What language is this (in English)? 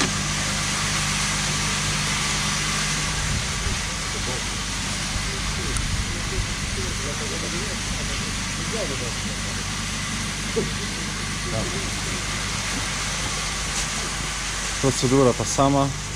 Polish